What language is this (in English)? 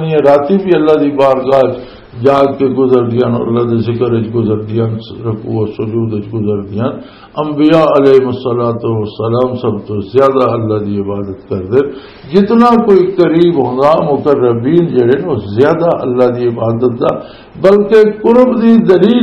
Western Panjabi